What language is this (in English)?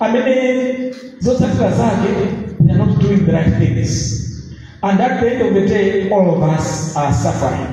Nyanja